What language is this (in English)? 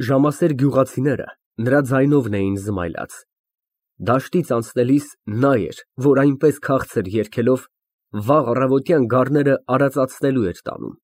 Armenian